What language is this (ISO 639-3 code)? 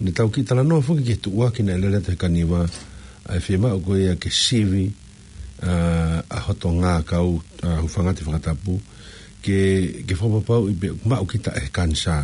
ton